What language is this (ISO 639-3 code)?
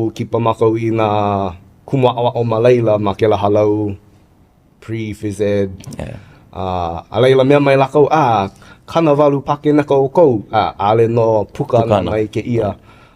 haw